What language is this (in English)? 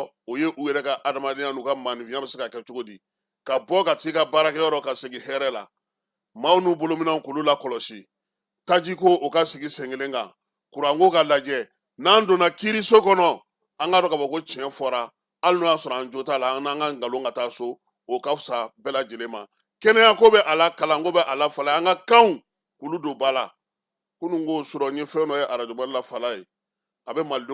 Bambara